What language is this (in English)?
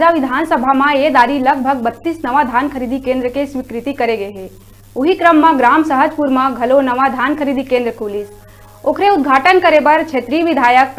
Chhattisgarhi